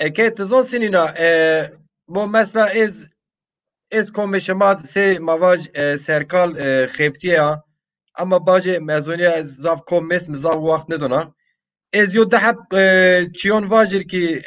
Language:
Zaza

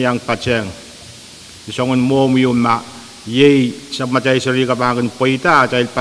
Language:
Pohnpeian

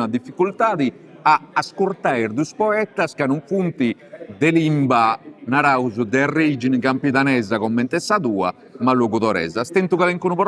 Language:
Sardinian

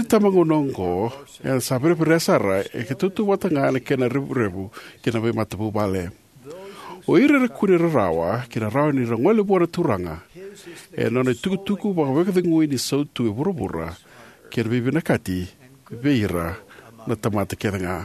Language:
Fijian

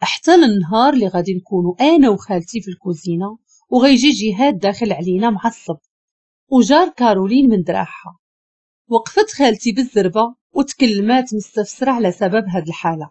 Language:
Moroccan Arabic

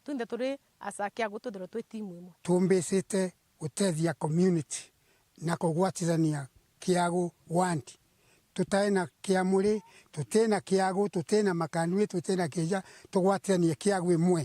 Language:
Meru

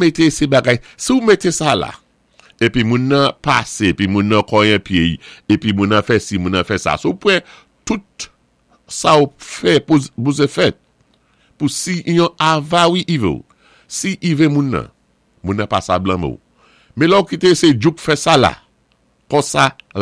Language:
Saint Lucian Creole French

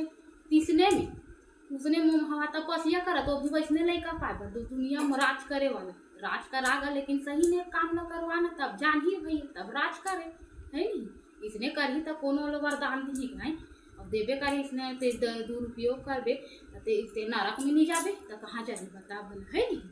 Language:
Chhattisgarhi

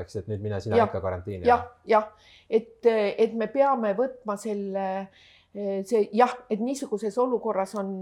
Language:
Estonian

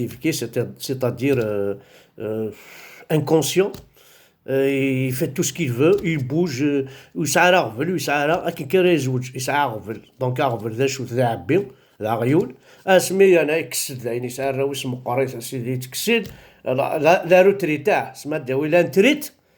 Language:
Kabyle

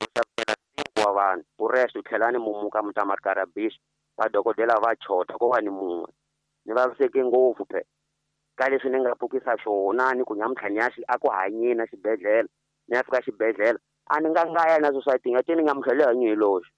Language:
Tsonga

